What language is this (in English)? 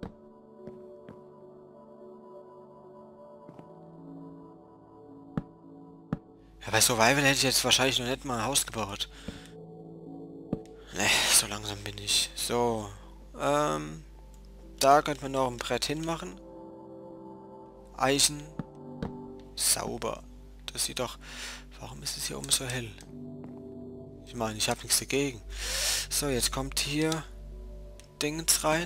German